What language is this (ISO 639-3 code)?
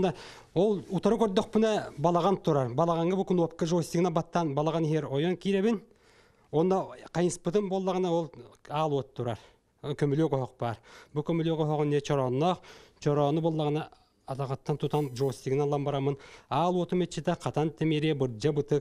sah